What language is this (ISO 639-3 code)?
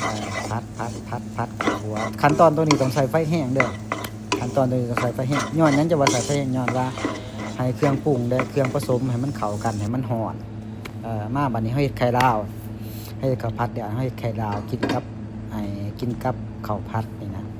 lao